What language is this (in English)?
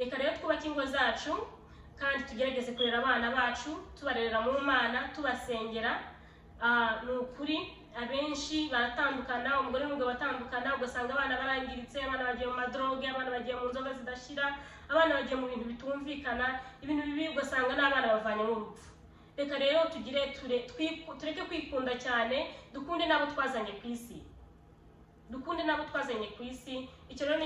Kinyarwanda